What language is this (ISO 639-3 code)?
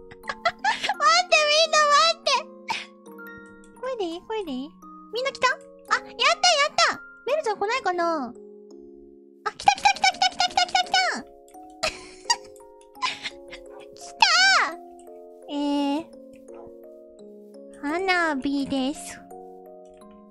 jpn